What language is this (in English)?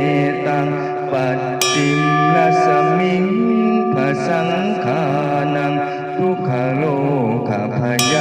Pali